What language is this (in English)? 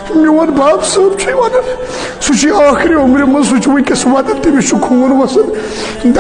Kashmiri